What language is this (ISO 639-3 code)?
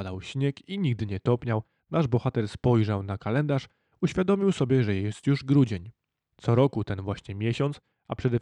pol